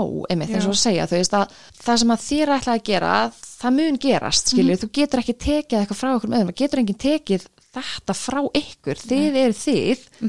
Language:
Icelandic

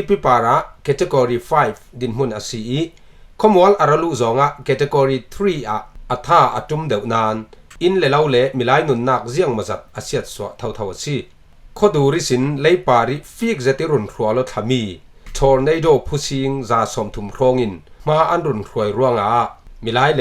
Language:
Falam Chin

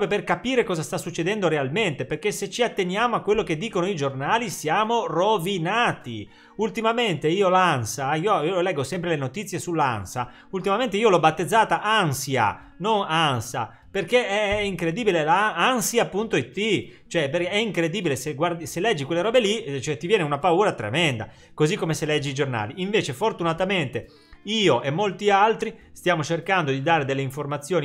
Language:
Italian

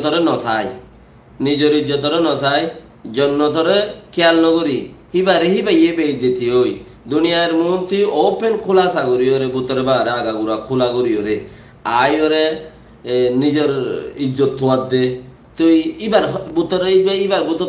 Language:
Rohingya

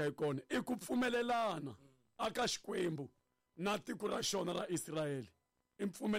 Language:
Tsonga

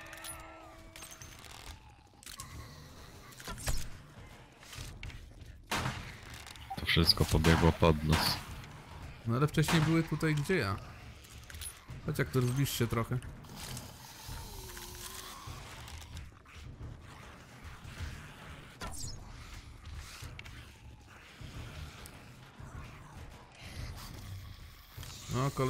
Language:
Polish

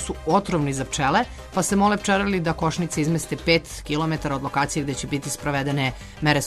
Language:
Serbian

